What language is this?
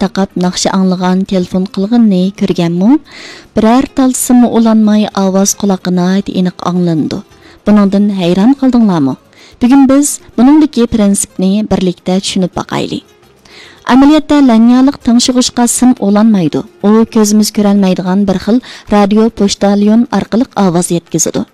Uyghur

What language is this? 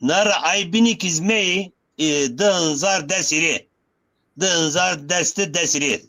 Zaza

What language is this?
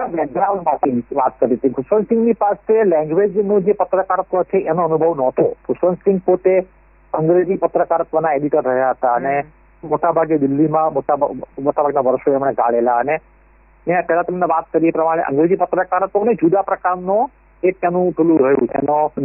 Gujarati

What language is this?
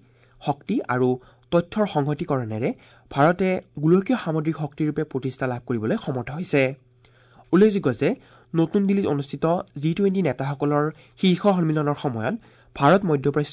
Assamese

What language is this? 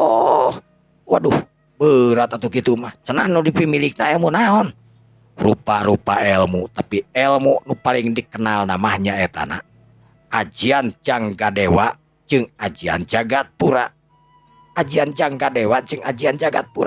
Sundanese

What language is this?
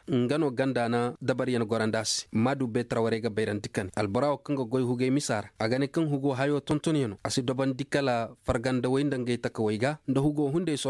Koyraboro Senni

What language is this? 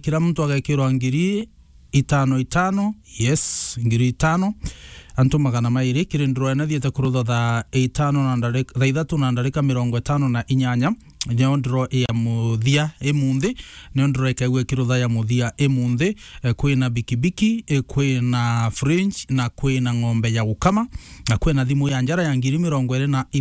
Meru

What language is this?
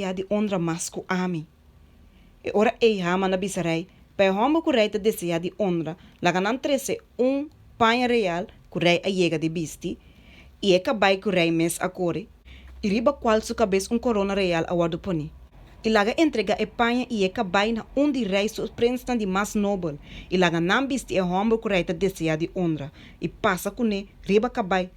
Papiamento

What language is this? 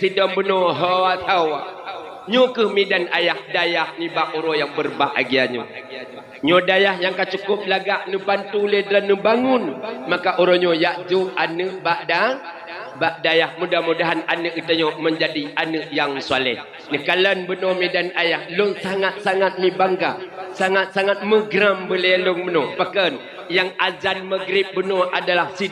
Achinese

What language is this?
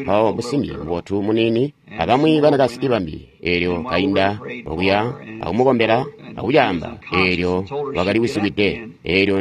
Tonga (Zambia)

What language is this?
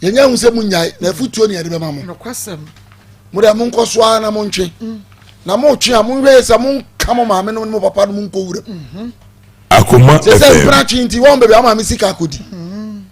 Akan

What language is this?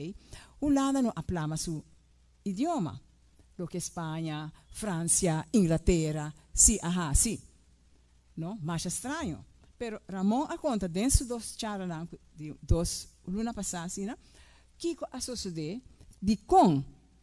Papiamento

